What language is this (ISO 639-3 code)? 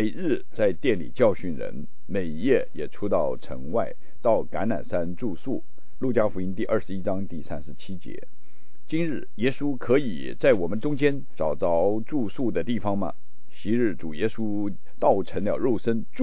zho